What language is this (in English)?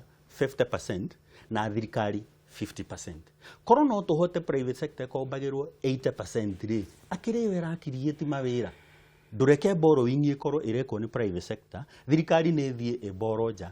Kikuyu